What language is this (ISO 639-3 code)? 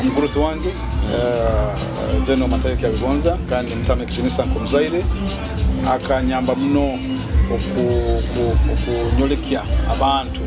nyo